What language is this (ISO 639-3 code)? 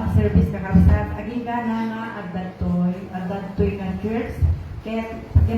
ilo